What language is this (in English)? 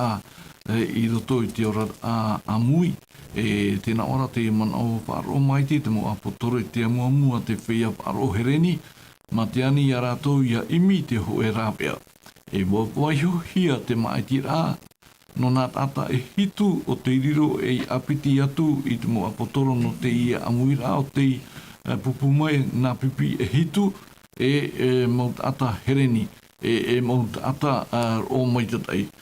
Tahitian